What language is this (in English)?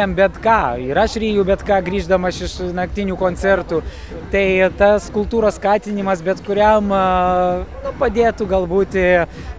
Lithuanian